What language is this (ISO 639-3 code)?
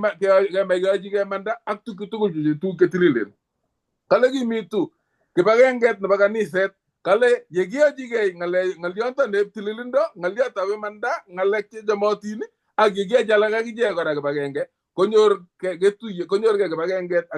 kln